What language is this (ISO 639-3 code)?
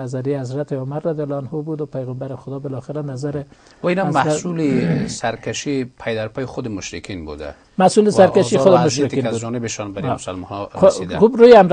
fas